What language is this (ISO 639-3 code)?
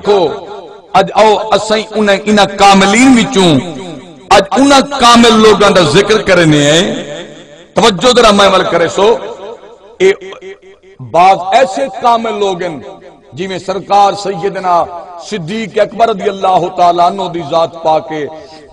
skr